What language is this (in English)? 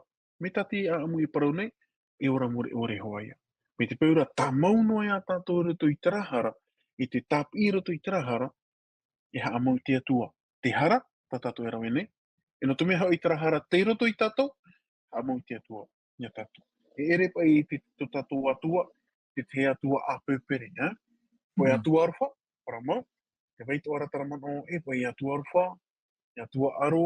Tahitian